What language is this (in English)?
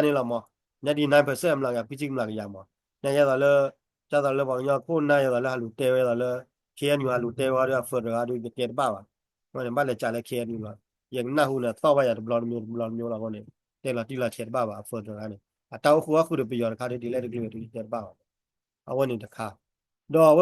S'gaw Karen